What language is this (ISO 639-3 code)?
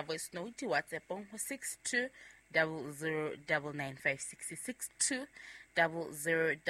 sot